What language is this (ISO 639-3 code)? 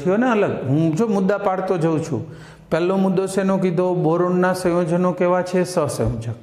guj